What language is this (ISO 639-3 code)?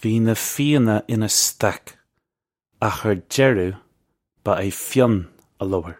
gle